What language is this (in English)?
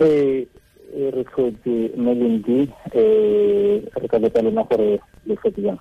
Tswana